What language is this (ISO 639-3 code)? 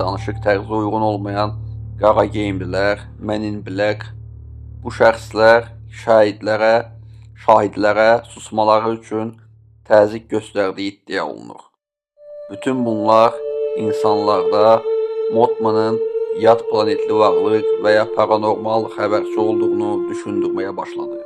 aze